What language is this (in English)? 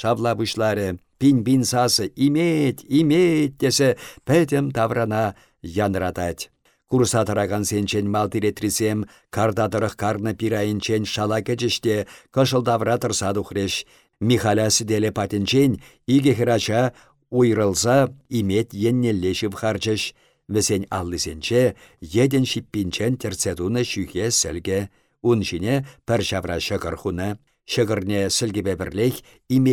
Chuvash